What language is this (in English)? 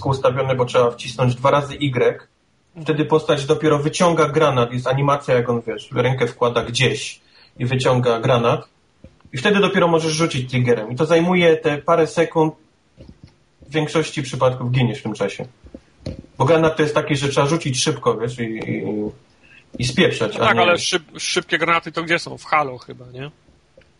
Polish